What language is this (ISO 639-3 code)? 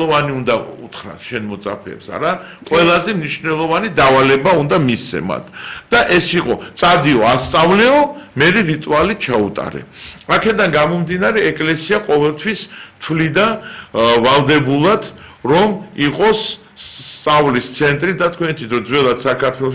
kat